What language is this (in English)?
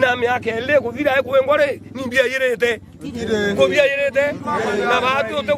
Meru